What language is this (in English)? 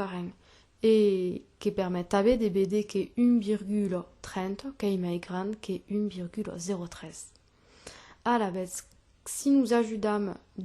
Occitan